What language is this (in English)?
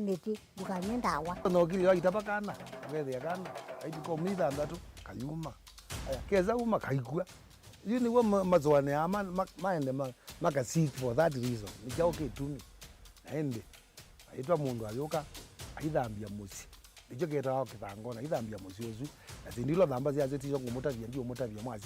Kamba